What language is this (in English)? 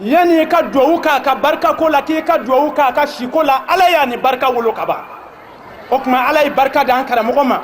Bambara